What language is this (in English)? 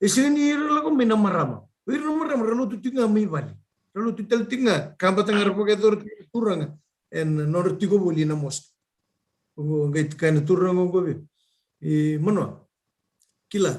Fijian